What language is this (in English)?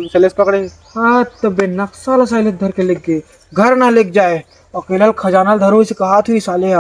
Chhattisgarhi